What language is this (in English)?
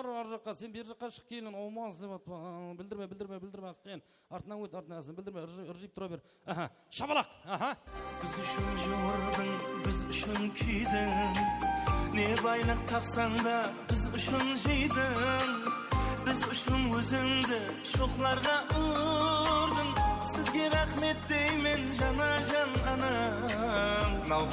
Kara-Kalpak